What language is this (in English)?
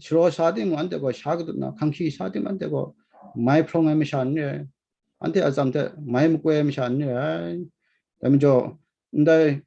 Kachin